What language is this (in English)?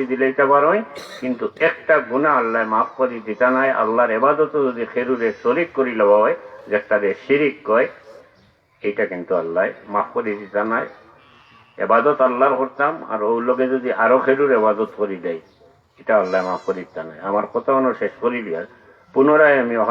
Sylheti